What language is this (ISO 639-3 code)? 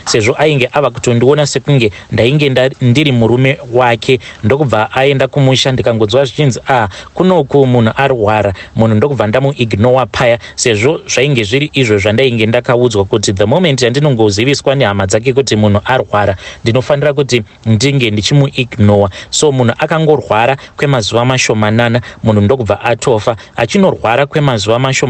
sna